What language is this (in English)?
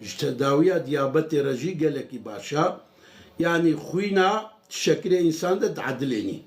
Kurdish